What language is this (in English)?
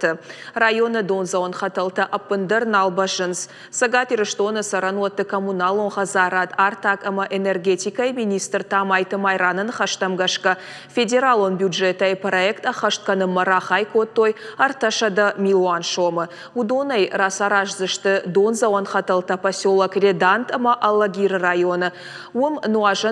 Ossetic